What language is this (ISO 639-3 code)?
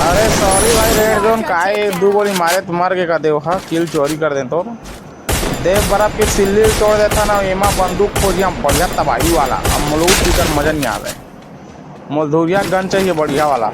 hne